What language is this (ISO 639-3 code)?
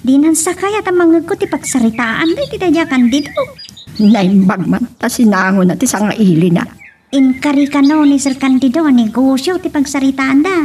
ilo